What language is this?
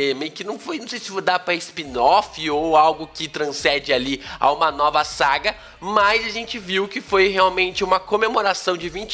Portuguese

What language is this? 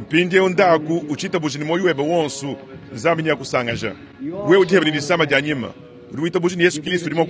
Luba-Lulua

